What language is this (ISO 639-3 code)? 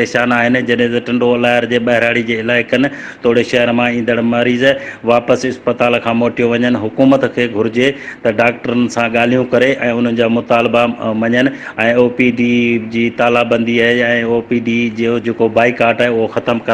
snd